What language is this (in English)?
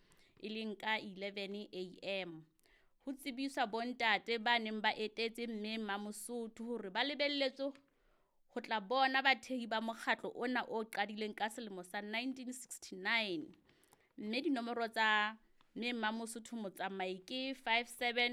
Southern Sotho